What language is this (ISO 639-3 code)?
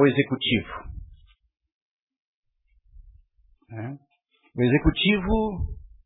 por